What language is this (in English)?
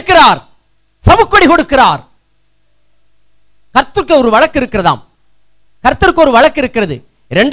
Tamil